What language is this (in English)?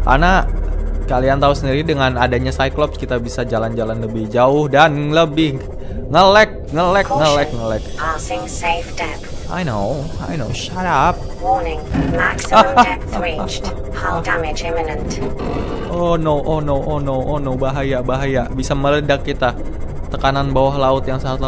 Indonesian